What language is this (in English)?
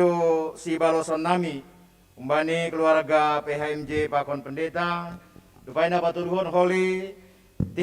Batak Simalungun